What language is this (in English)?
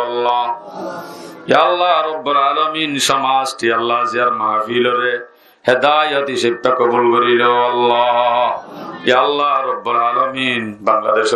Rohingya